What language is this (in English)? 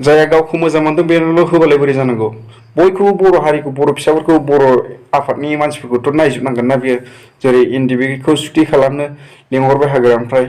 Bodo